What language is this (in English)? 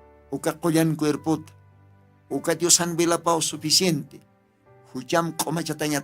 Aymara